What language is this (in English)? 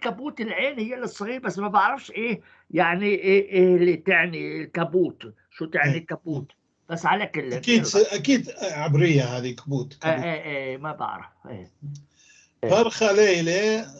North Levantine Arabic